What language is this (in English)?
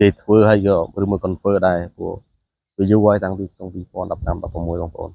Khmer